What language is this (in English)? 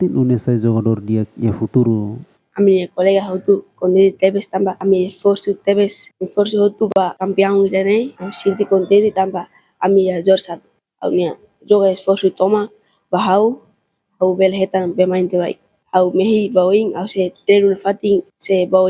Tetum